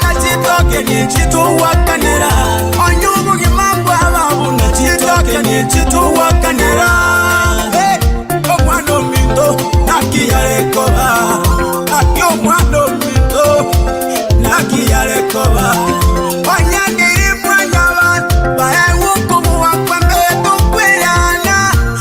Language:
Gusii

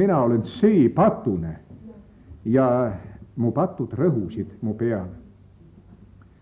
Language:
Estonian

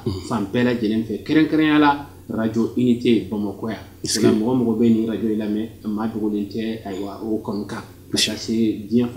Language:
Bambara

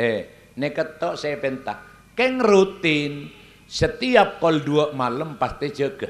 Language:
Madurese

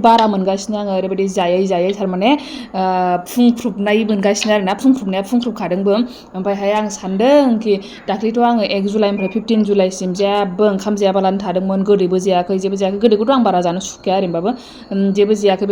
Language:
Bodo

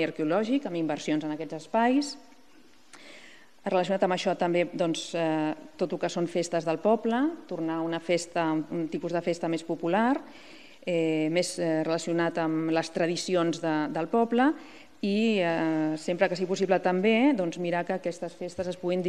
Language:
Catalan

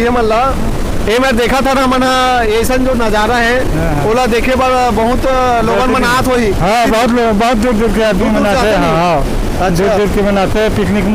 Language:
Chhattisgarhi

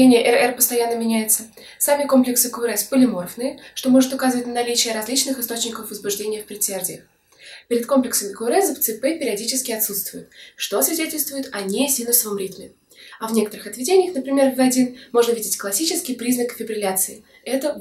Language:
Russian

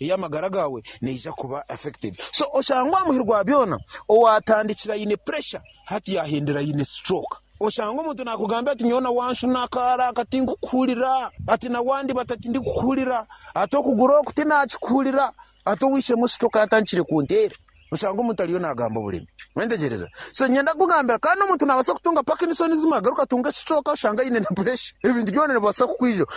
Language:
Nyankole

